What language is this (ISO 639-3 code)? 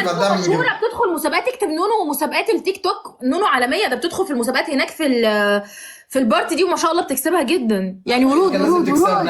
arz